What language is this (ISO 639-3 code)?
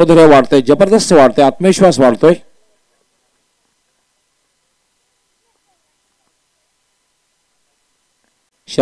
mar